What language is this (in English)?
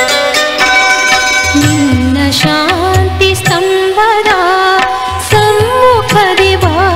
Kannada